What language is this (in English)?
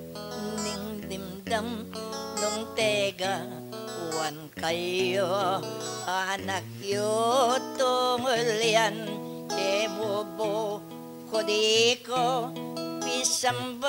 Pampanga